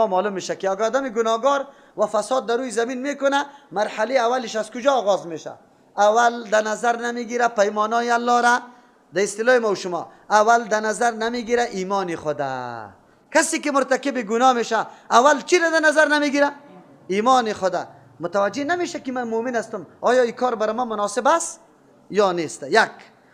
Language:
Persian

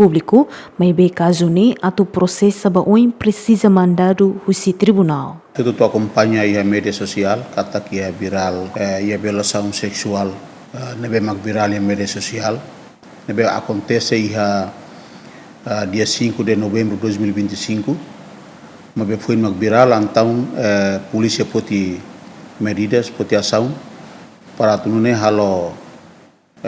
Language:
Tetum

